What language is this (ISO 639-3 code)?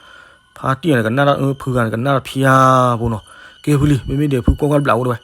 ksw